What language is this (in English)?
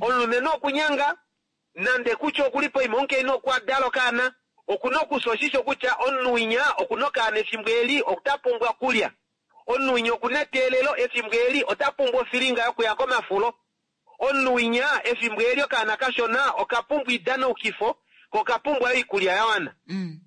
Kuanyama